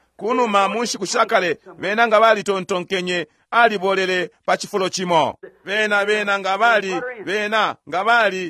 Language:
Bemba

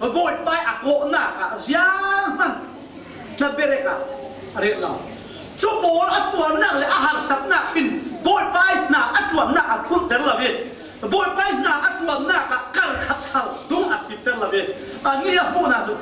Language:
Falam Chin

